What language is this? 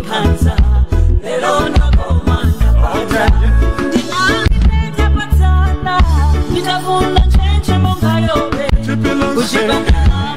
Nyanja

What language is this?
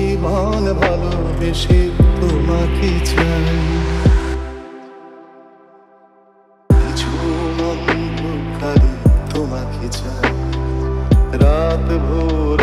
Bangla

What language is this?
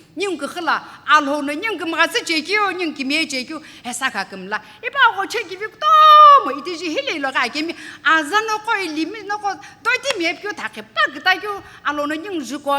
Sumi Naga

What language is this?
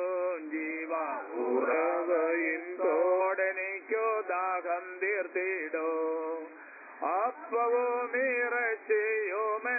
Malayalam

